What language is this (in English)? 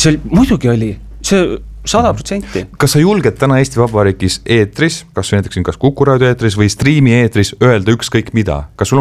Estonian